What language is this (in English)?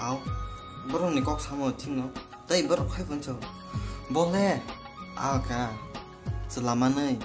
Kok Borok